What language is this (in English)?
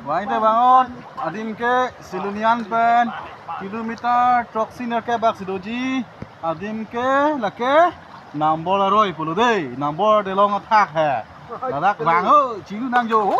Karbi